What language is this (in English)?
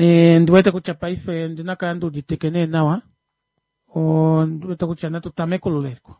Kuanyama